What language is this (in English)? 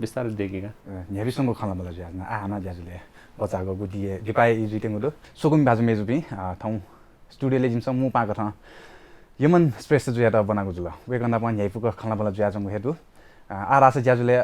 Newari